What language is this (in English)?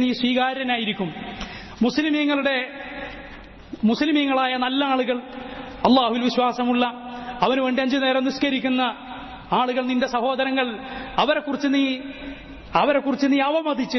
Malayalam